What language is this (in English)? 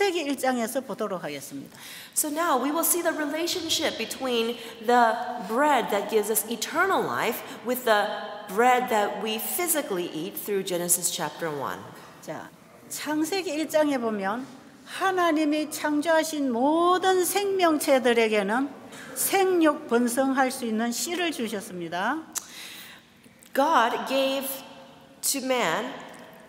Korean